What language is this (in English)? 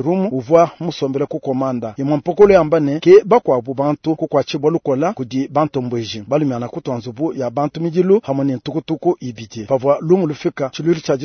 Luba-Lulua